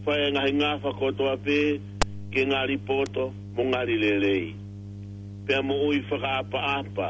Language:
Tongan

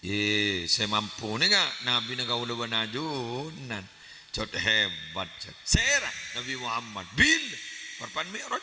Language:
Madurese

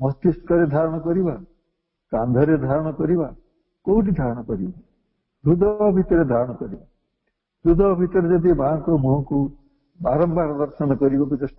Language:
Odia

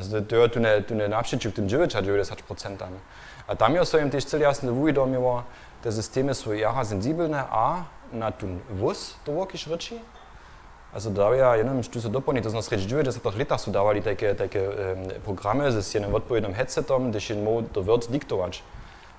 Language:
Upper Sorbian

